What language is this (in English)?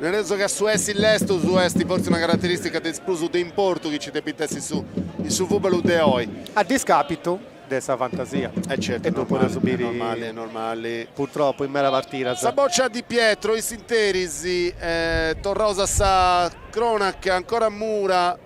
Sardinian